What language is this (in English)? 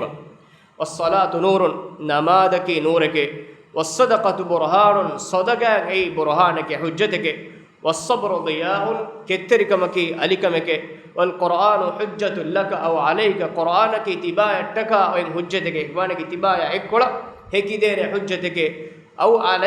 Divehi